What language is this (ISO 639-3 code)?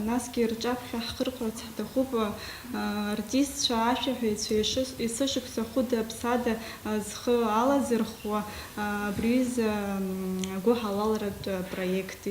abk